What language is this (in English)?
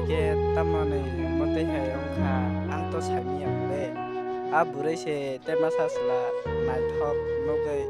Kok Borok